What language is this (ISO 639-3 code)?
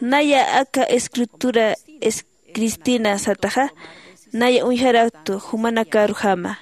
aym